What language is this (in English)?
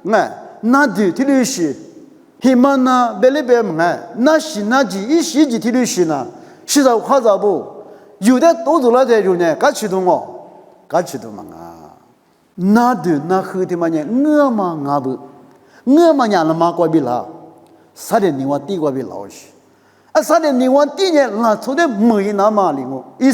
Lisu